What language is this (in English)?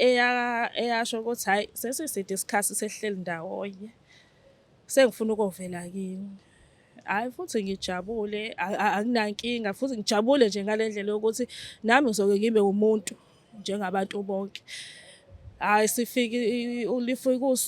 Zulu